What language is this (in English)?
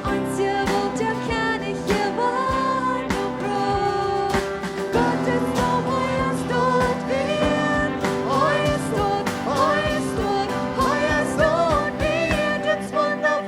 Plautdietsch